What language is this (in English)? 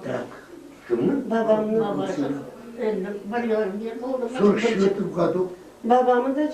Crimean Tatar